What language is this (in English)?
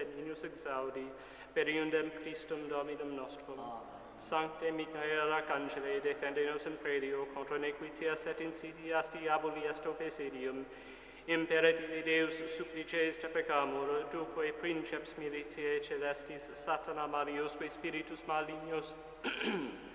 Latin